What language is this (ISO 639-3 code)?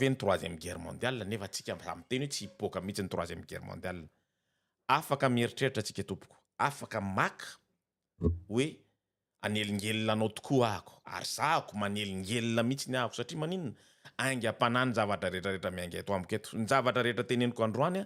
mlg